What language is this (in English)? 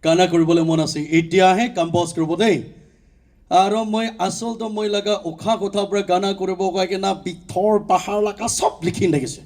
Naga Pidgin